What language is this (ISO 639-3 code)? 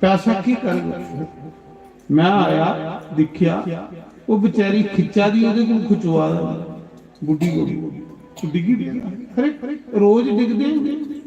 doi